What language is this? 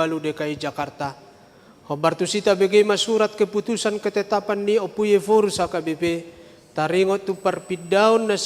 Batak Toba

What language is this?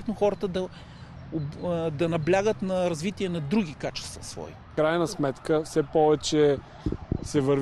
Bulgarian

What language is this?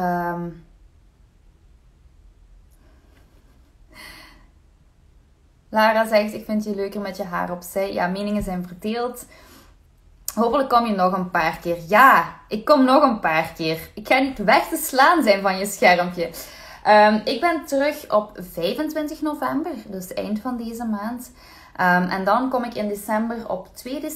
Dutch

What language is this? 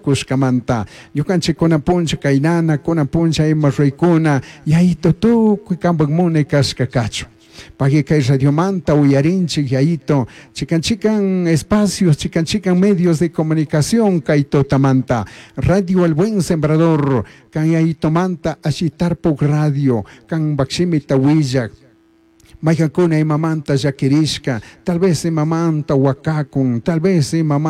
Chimborazo Highland Quichua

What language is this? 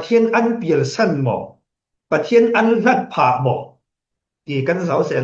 Falam Chin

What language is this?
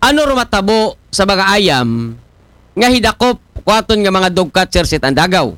Aklanon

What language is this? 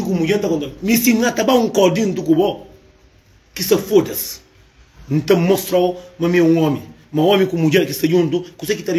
Kabuverdianu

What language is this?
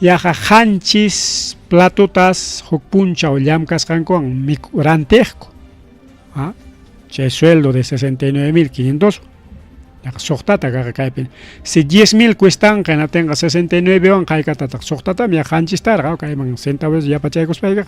Ayacucho Quechua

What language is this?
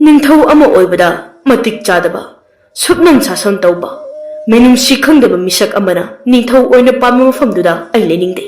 Manipuri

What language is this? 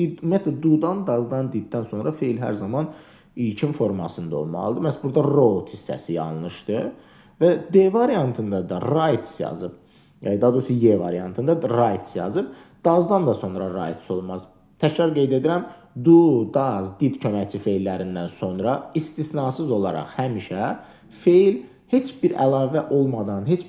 Azerbaijani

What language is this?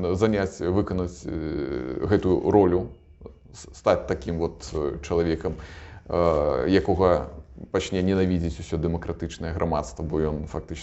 Belarusian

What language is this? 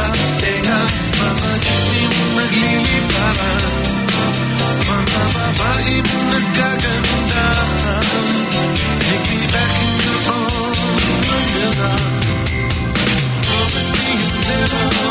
Filipino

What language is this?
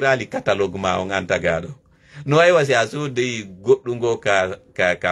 Fula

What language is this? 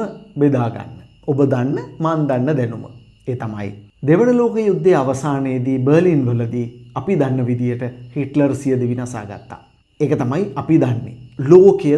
Sinhala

